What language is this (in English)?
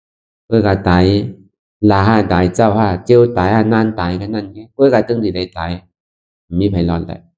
Shan